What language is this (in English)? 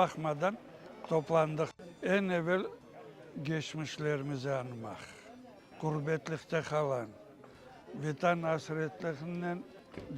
Crimean Tatar